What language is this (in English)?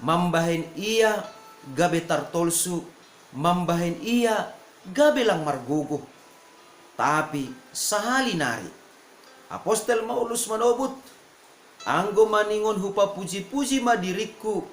Batak Simalungun